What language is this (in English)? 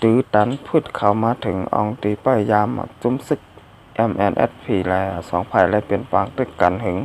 Shan